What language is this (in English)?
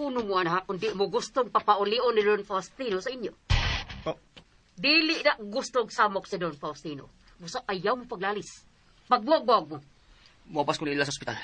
Cebuano